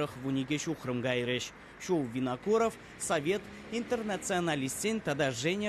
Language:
Chuvash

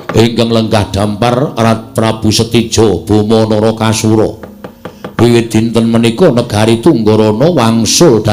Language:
Javanese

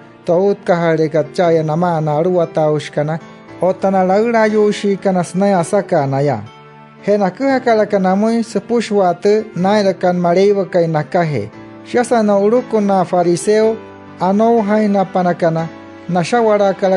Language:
Wayuu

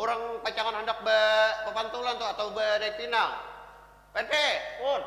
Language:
Banjar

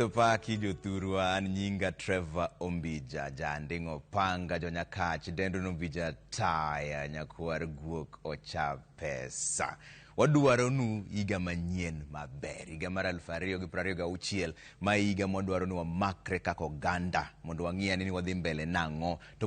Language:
Luo (Kenya and Tanzania)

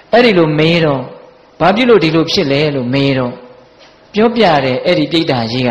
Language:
Burmese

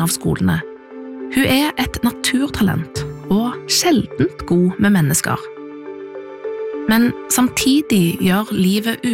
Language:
Norwegian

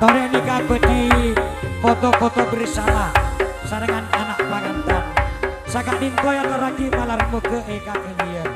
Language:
Madurese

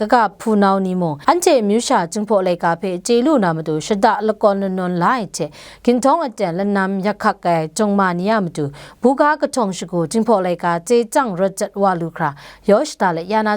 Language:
Kachin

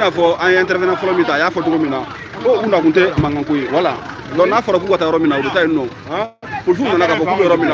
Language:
Bambara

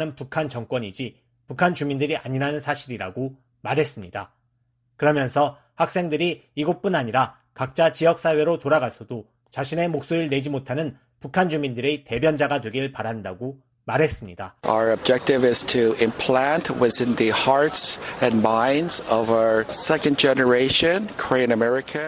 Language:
Korean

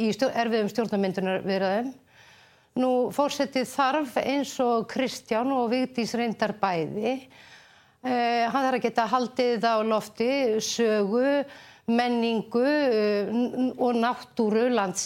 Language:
Icelandic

